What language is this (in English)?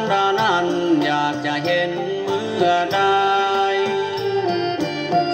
Thai